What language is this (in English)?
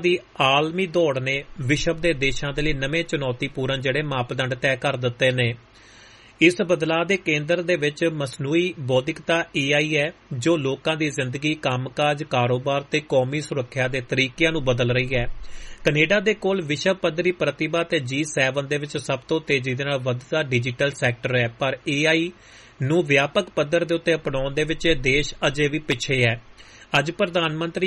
Punjabi